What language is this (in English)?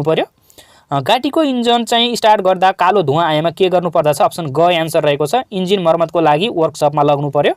Nepali